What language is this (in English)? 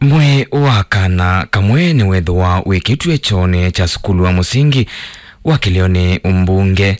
Kamba